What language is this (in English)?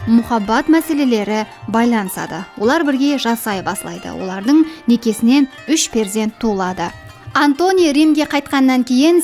Kara-Kalpak